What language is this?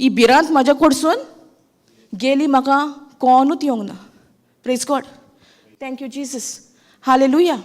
Konkani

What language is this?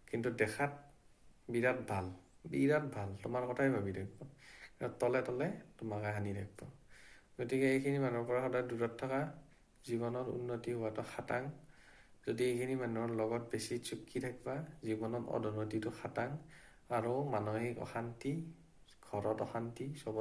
Assamese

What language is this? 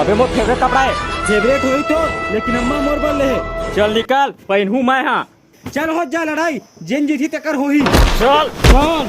Chhattisgarhi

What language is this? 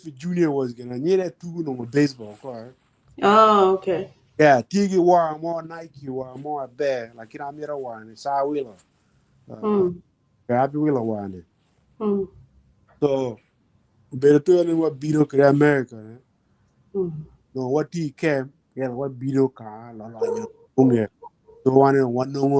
Acoli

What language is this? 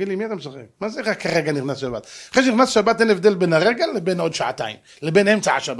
Hebrew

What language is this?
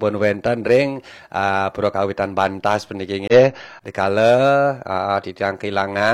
Balinese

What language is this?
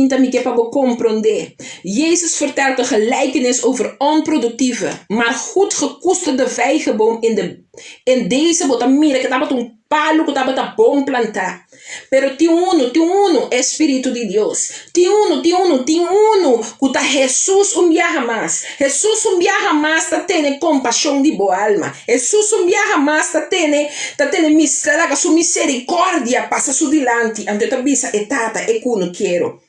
Papiamento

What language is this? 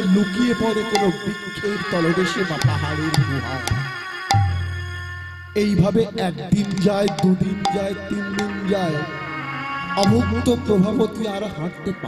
Bangla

